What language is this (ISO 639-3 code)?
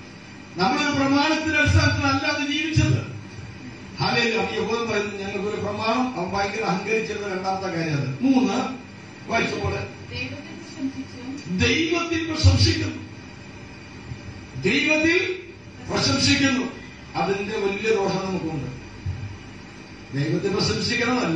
mal